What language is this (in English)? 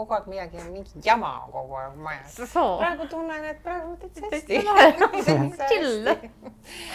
Estonian